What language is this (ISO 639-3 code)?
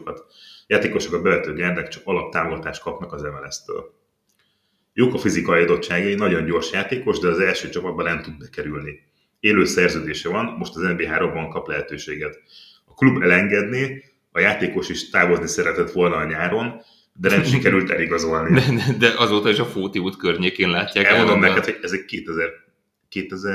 hun